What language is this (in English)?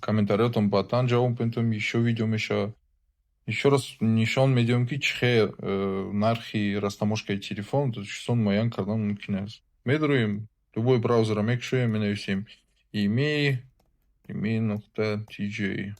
Tajik